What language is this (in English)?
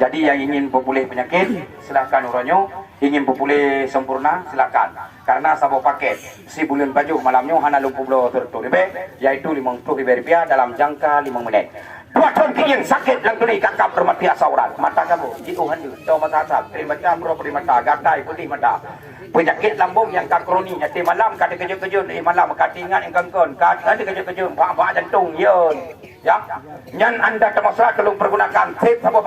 Achinese